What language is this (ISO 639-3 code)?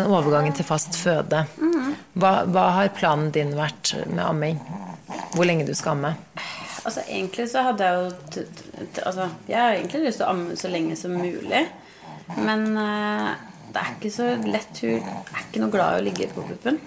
nor